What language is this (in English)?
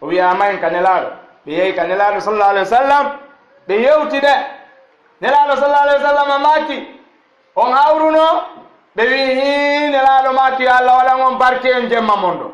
Fula